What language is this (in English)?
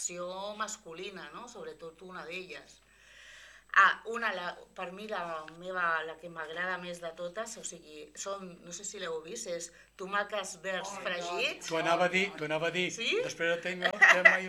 Catalan